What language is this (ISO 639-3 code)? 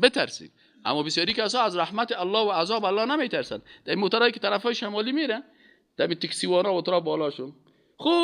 fas